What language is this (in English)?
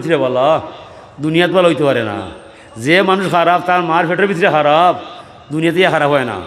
Sylheti